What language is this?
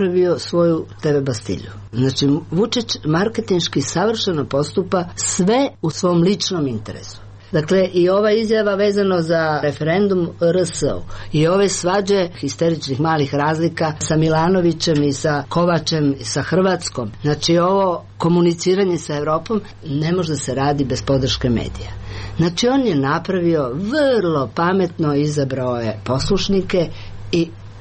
Serbian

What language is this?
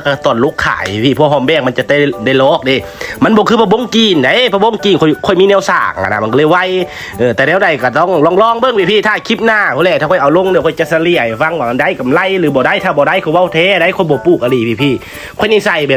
Northeastern Thai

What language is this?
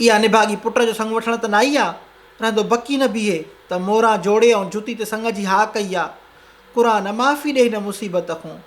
Sindhi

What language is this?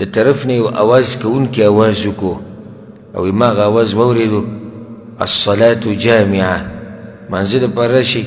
Pashto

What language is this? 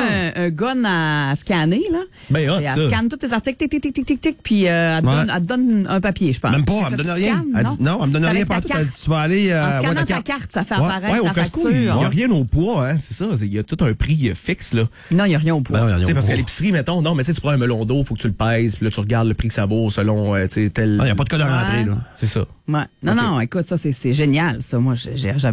French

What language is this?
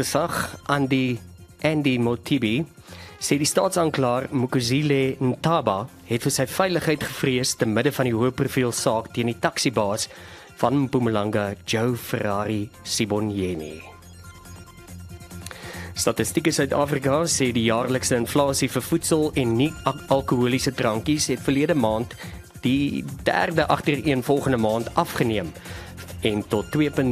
Afrikaans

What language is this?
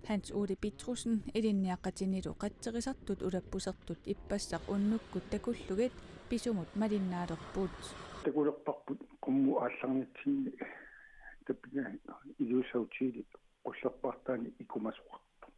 Kalaallisut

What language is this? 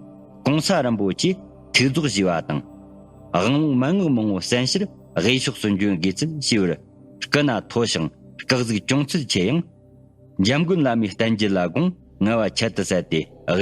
Tibetan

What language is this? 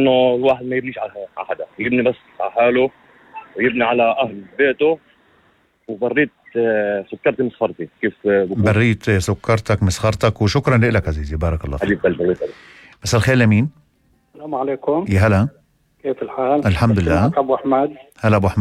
North Levantine Arabic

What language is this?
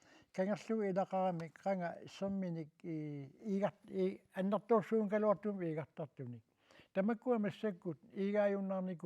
Kalaallisut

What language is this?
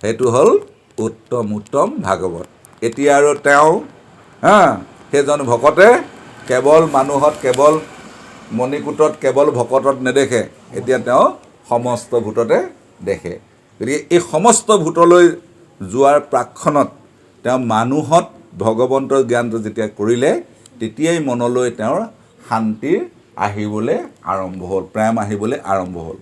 Assamese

